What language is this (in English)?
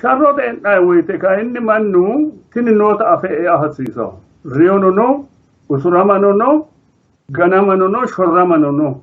Sidamo